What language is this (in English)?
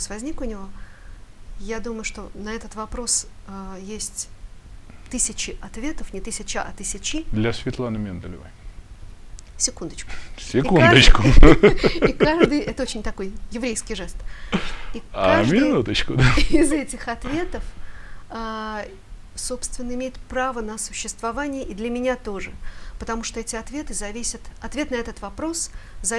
Russian